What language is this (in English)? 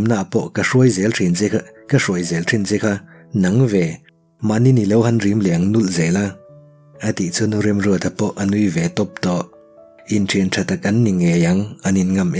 Mizo